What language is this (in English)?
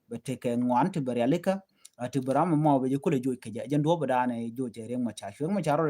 Nuer